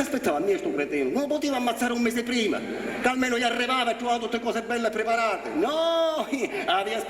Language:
Sicilian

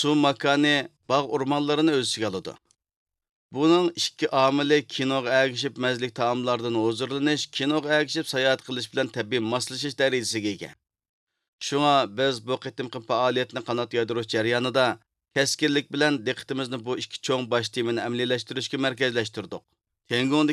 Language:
Uyghur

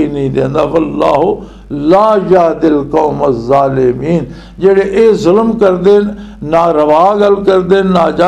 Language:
Western Panjabi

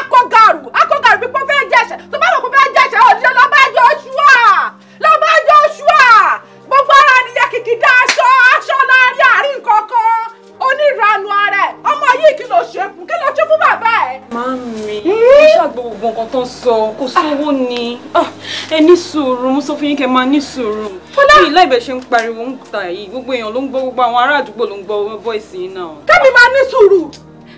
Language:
Yoruba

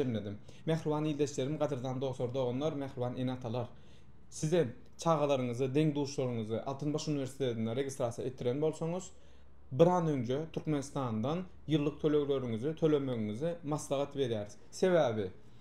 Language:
Turkmen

